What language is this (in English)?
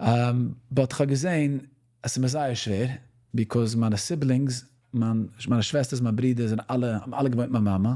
Yiddish